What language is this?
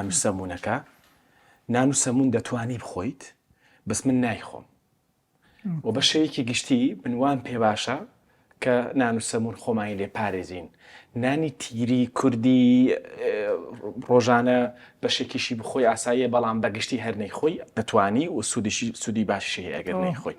Central Kurdish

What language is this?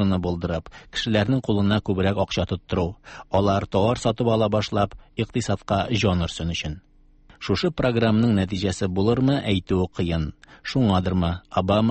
Tatar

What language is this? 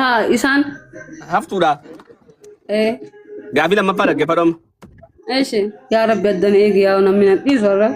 Oromo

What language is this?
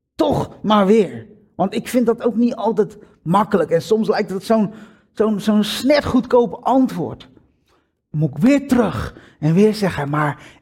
Dutch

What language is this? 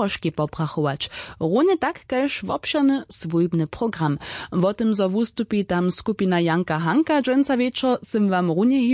Upper Sorbian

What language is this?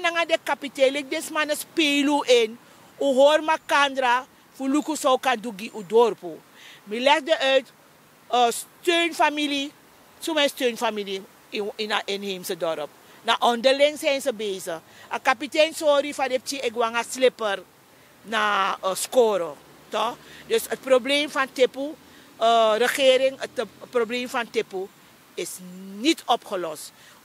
Sranan Tongo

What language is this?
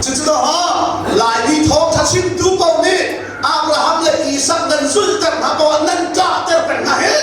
Hakha Chin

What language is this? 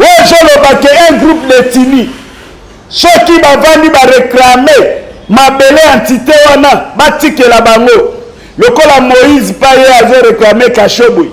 Lingala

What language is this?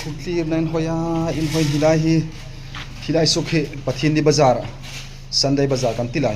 Hmar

